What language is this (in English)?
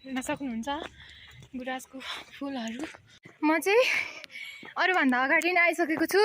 Nepali